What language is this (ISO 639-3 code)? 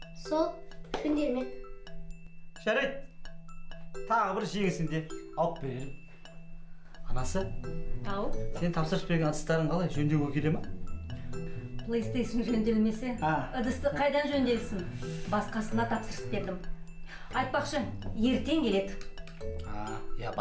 kaz